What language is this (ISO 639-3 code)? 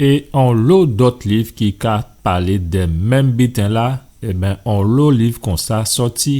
gcf